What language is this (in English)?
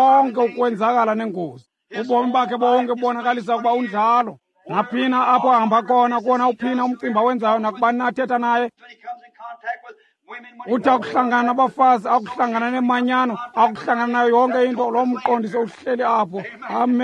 Xhosa